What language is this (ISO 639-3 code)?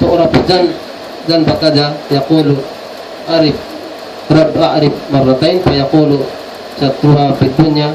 tsg